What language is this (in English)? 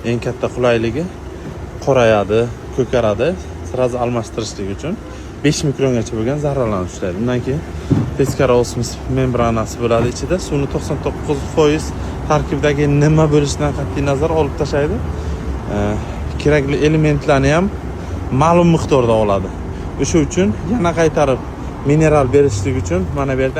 Uzbek